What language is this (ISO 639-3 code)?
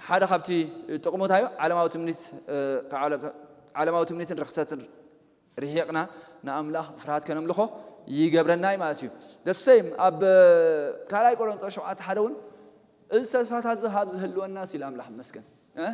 tir